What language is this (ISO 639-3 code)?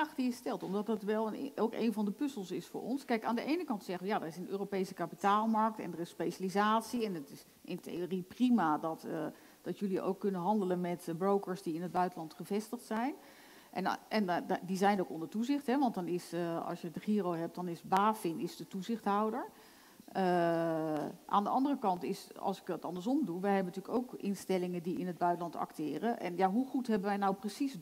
nld